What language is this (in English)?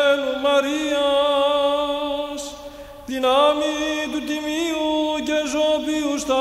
Greek